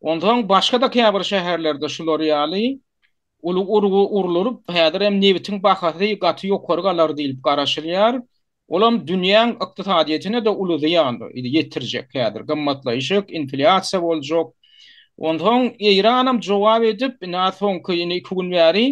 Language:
Turkmen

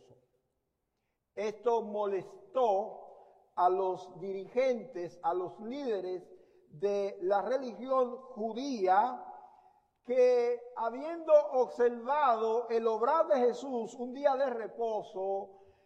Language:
Spanish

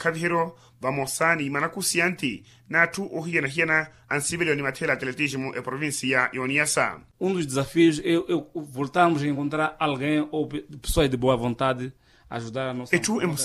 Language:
Makhuwa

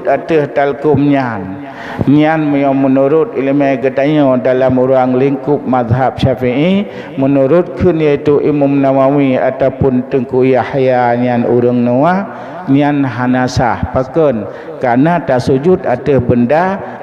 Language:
Achinese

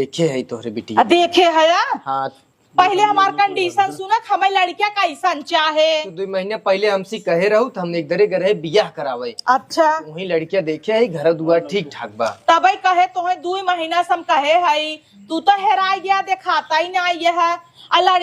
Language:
Awadhi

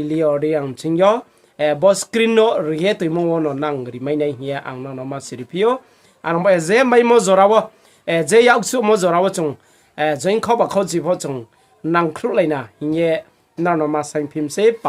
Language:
Riang (India)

